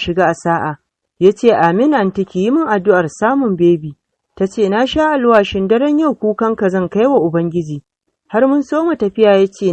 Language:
Hausa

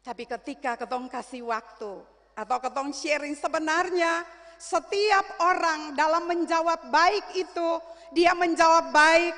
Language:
Ambonese Malay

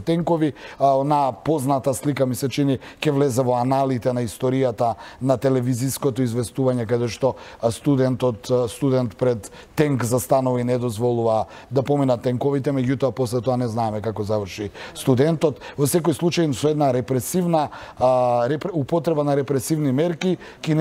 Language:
Macedonian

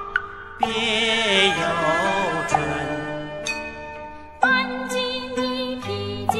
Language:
Chinese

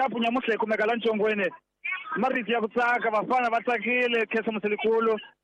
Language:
Tsonga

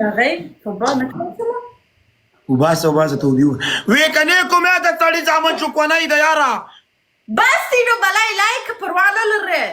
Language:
Pashto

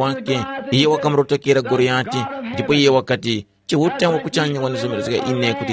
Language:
Tumbuka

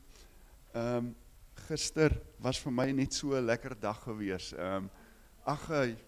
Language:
Afrikaans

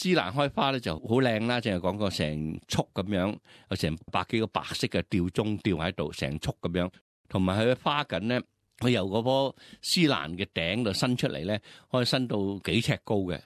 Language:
Cantonese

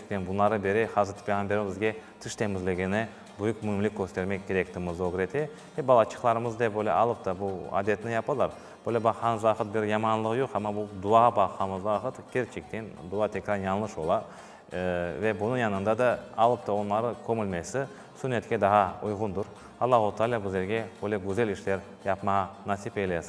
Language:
Crimean Tatar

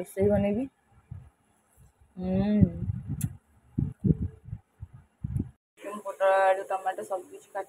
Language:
Odia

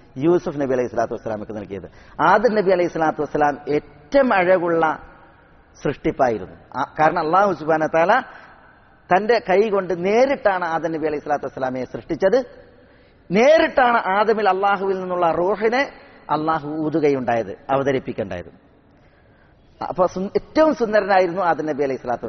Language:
Malayalam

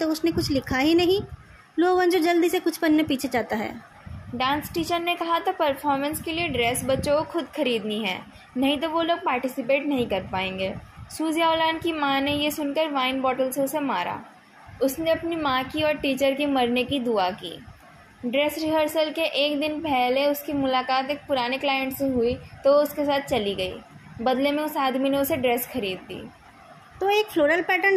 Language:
Hindi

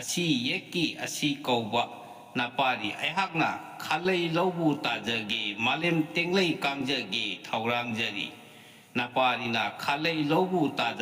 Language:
Manipuri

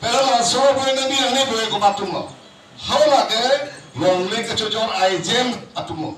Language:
Karbi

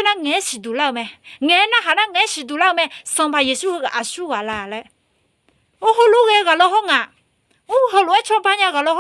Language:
Akha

